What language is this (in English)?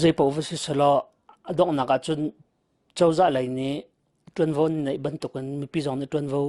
Hakha Chin